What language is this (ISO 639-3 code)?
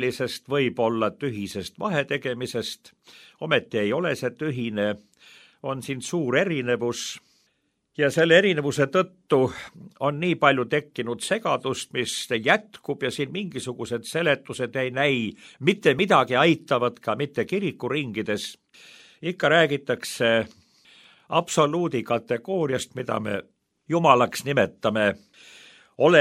est